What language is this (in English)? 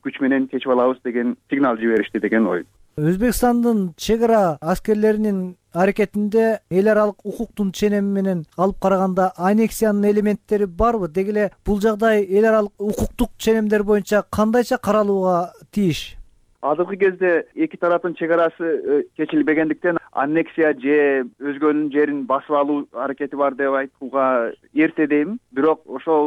Kyrgyz